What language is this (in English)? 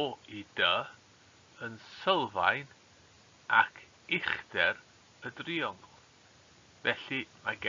Welsh